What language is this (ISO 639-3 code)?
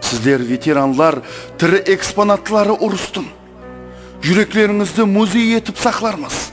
kaa